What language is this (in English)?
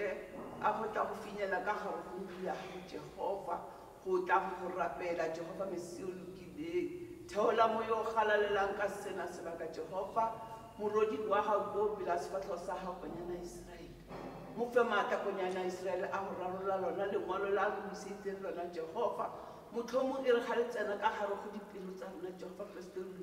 Tswana